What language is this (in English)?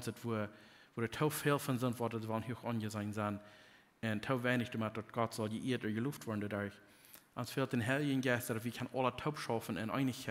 Plautdietsch